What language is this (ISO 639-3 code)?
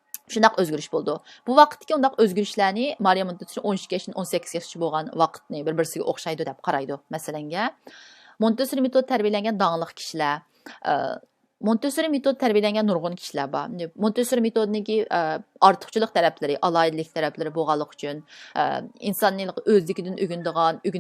uig